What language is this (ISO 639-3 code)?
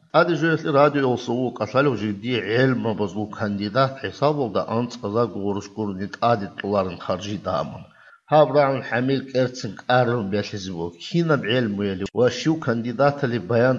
ava